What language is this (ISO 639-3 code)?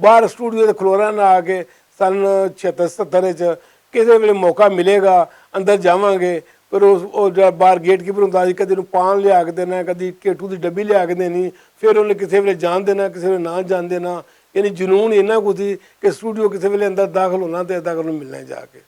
lah